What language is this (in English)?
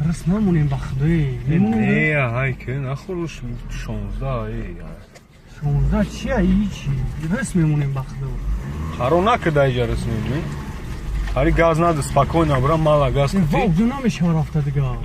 Tajik